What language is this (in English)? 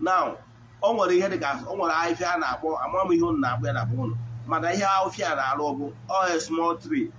Igbo